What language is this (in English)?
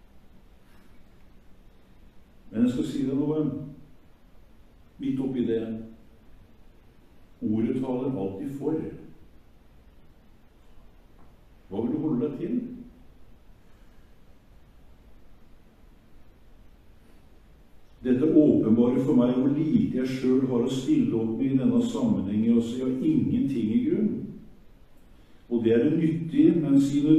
Norwegian